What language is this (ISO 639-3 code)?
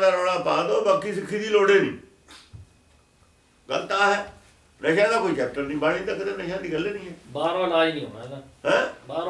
pan